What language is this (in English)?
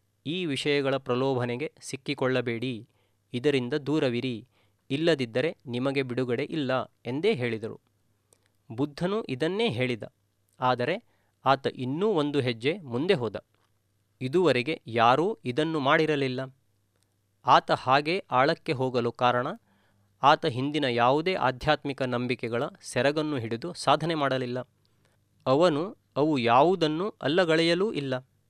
Kannada